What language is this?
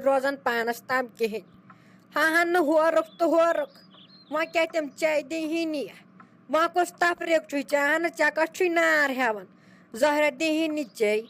Kashmiri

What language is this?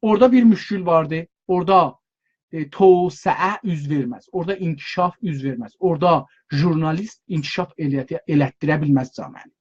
South Azerbaijani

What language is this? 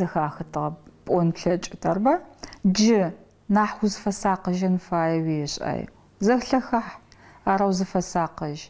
Adyghe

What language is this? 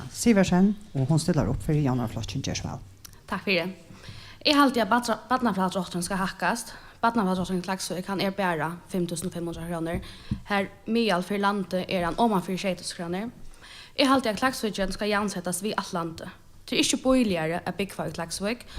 Faroese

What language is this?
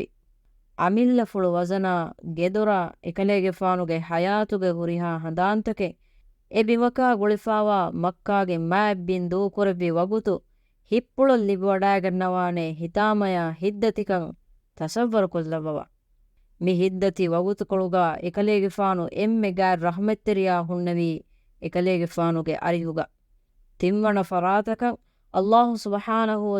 Divehi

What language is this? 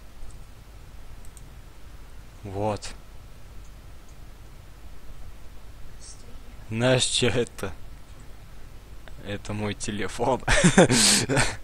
Russian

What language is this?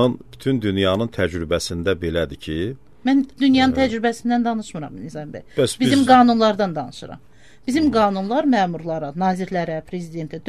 Azerbaijani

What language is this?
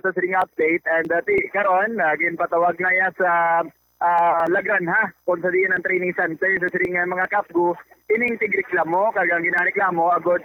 Hiligaynon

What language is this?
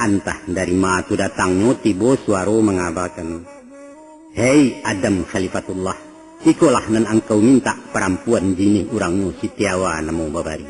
Minangkabau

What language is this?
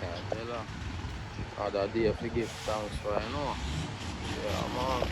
Jamaican Creole English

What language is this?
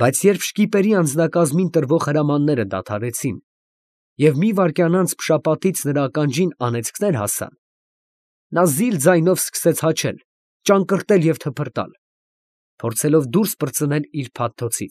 Armenian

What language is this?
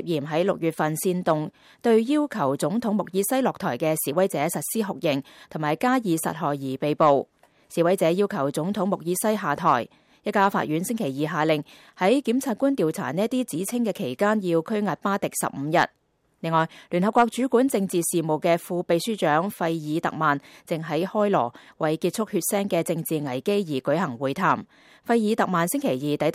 Cantonese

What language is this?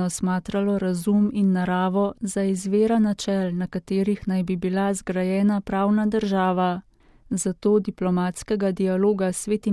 Slovenian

